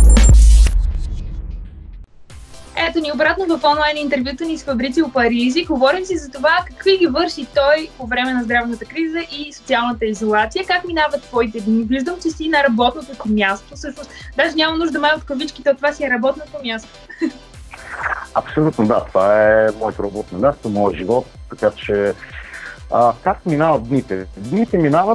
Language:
Bulgarian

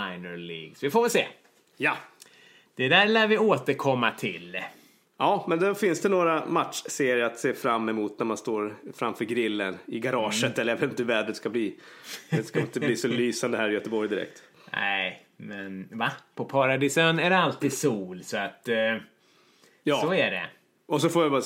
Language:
Swedish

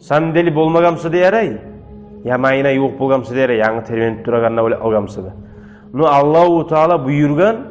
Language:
Kumyk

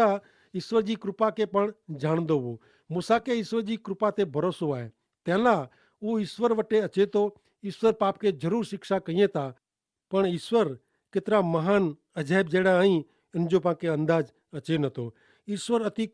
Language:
Kachhi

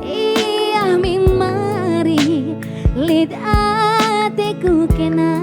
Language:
Batak Karo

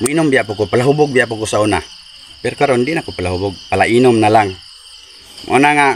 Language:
Cebuano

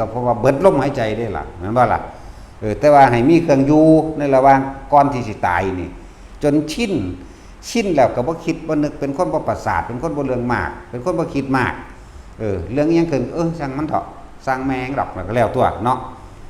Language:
Lao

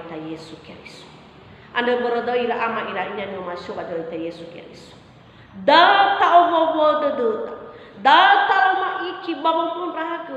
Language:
Nias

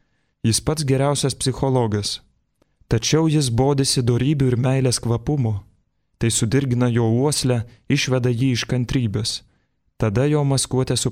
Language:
Lithuanian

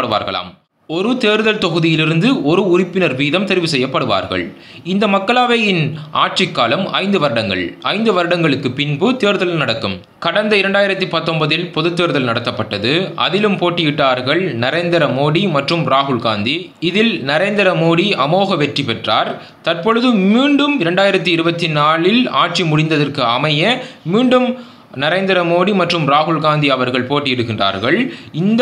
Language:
Tamil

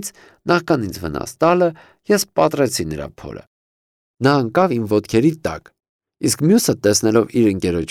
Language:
Armenian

